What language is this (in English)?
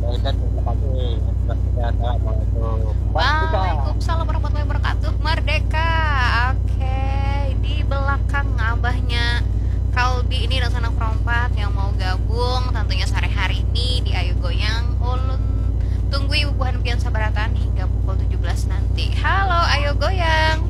Banjar